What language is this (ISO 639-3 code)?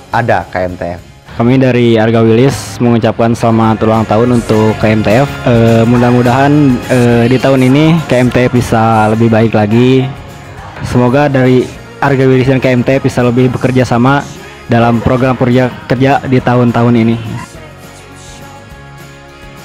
ind